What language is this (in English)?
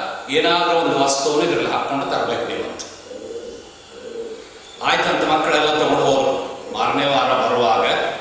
Kannada